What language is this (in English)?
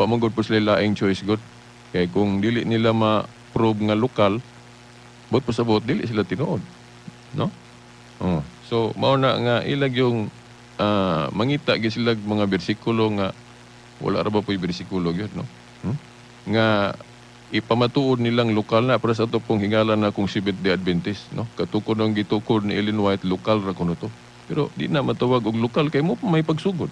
Cebuano